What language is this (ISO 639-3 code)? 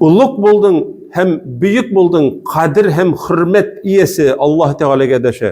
tat